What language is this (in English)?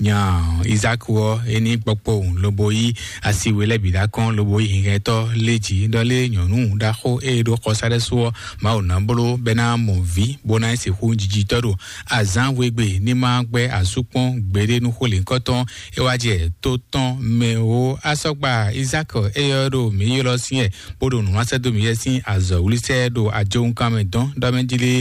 Fon